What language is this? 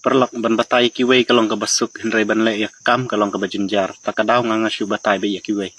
Khasi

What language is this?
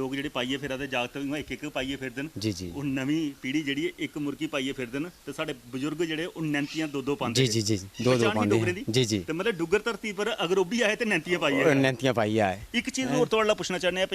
Dogri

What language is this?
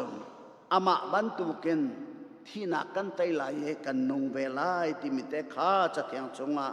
Hakha Chin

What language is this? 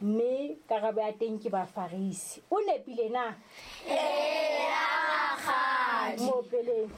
Southern Sotho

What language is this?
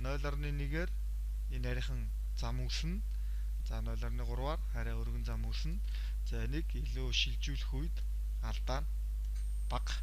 Mongolian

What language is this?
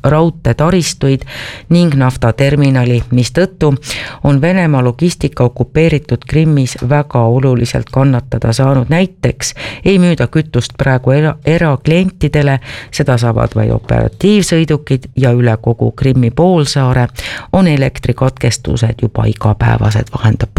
Estonian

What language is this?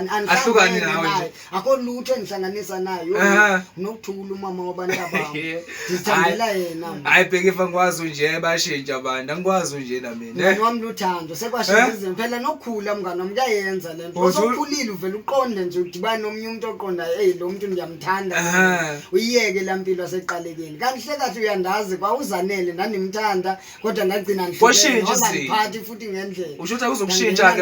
Zulu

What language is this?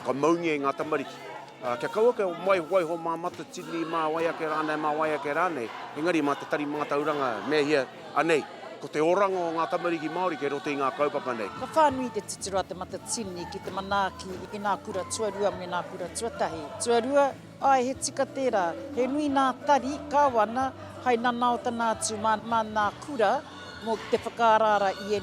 Māori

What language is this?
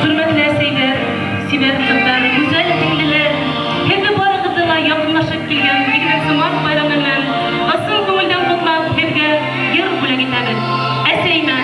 Bashkir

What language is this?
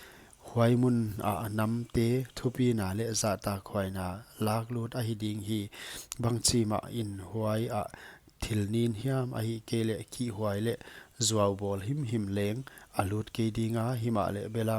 Paite Chin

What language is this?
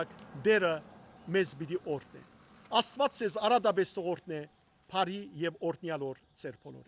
Western Armenian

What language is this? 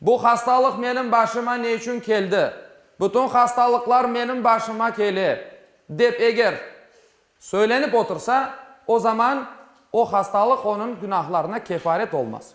Crimean Tatar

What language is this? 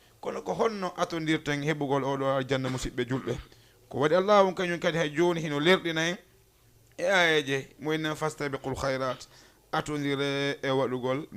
Fula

